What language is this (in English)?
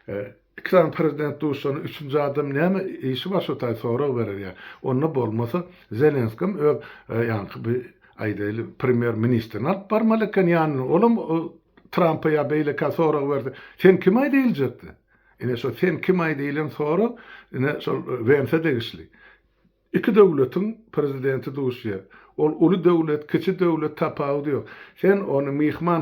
Turkmen